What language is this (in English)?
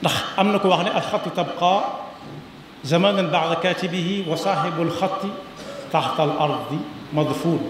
Wolof